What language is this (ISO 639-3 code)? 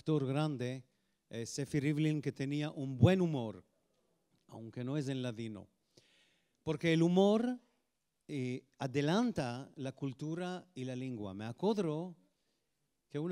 lad